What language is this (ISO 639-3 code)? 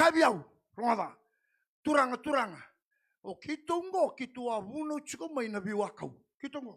fij